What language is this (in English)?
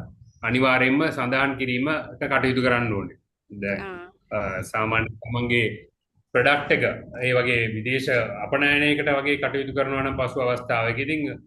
Sinhala